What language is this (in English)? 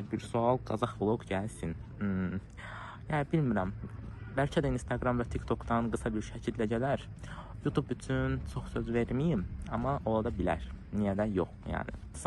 Azerbaijani